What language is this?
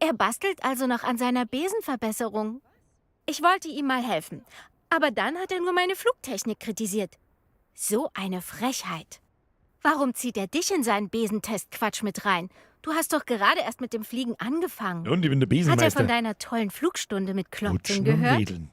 Bavarian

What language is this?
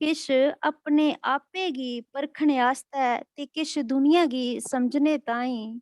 Dogri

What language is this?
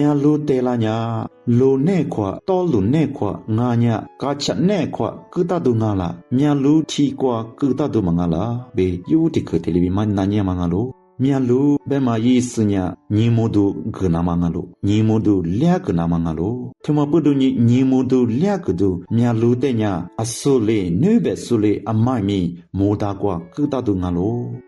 Lisu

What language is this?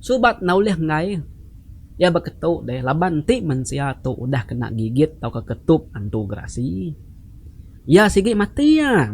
Iban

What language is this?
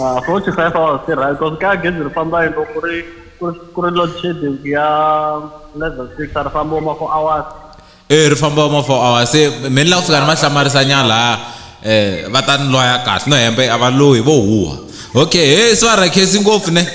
Tsonga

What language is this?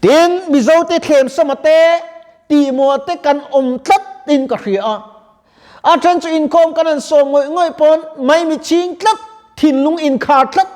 Mizo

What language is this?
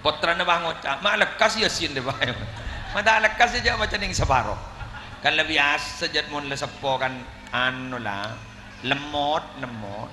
Madurese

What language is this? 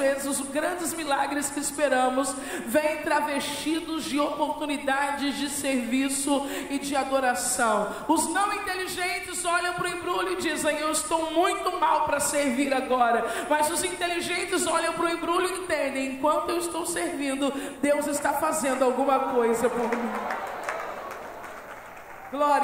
Portuguese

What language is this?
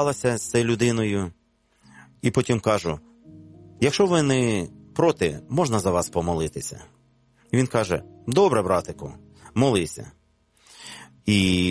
Ukrainian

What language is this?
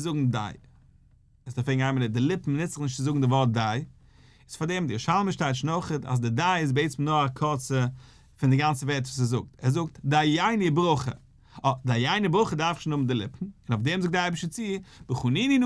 Yiddish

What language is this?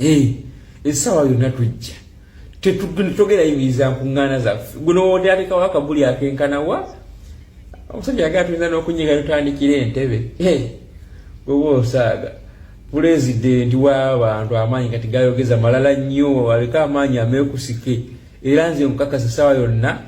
Ganda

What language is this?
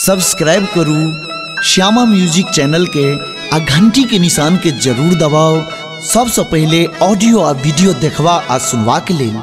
Maithili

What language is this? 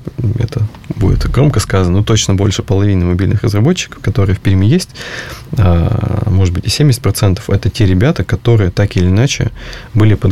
Russian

